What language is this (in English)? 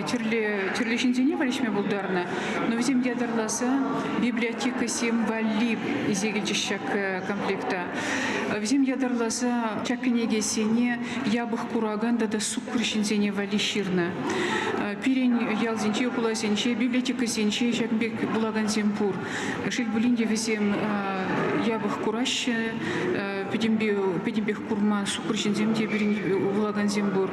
Chuvash